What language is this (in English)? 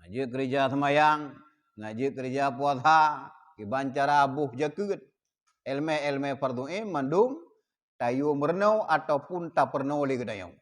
Achinese